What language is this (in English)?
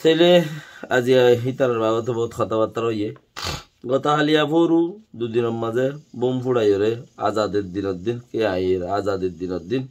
Rohingya